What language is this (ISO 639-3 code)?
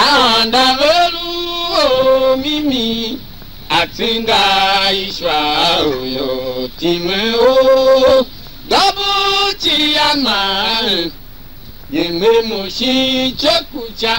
tiv